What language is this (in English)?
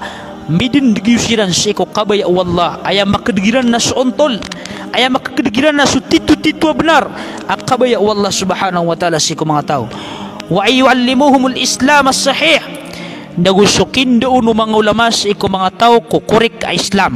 Maranao